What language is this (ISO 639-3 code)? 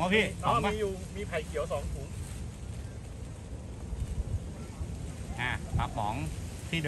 tha